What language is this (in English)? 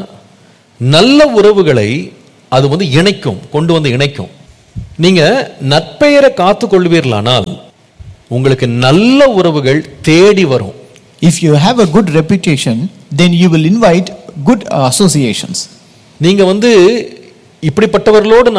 Tamil